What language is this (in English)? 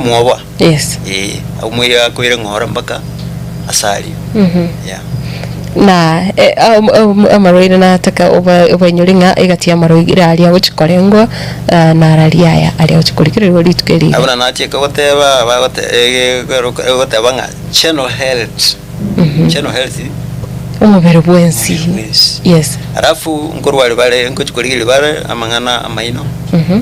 Gusii